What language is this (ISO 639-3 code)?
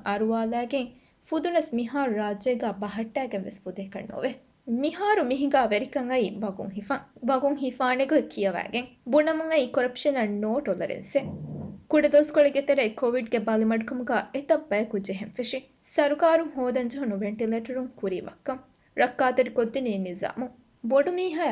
div